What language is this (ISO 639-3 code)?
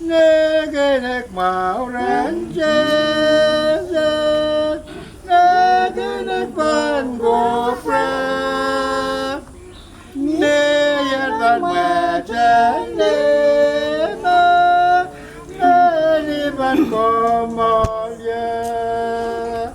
pon